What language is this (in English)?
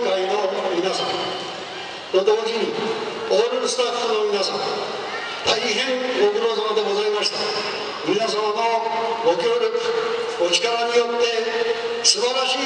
Japanese